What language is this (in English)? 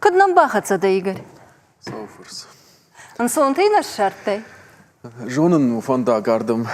Ossetic